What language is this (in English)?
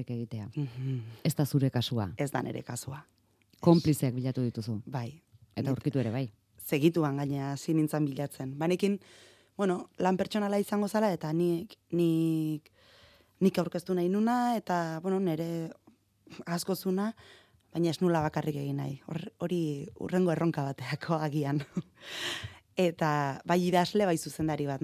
Basque